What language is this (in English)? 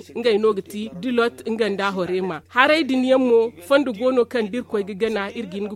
Zarma